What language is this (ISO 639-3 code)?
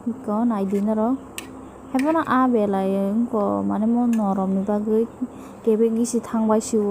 trp